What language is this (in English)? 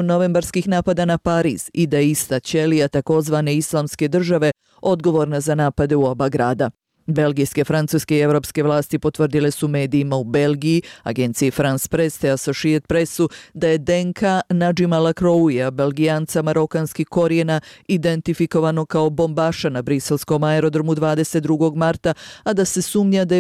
Bosnian